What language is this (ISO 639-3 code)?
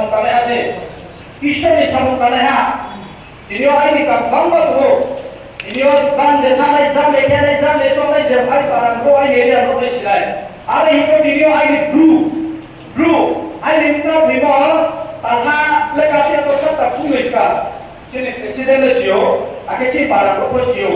ria